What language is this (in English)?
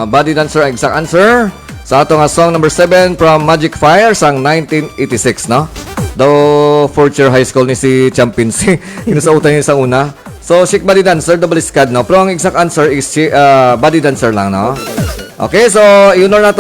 Hiligaynon